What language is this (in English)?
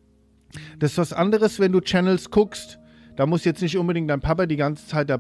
German